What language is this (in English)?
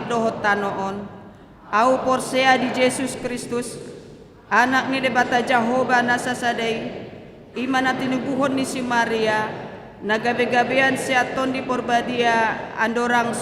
Batak Toba